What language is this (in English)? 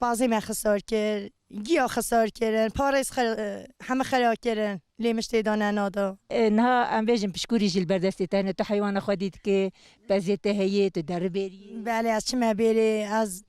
Kurdish